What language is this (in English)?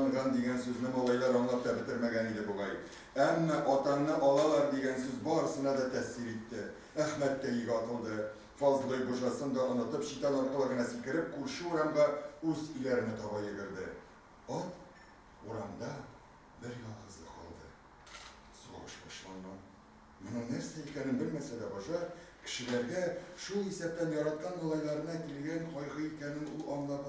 Tatar